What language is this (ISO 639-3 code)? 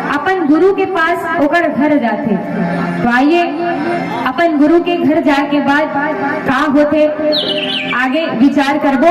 hne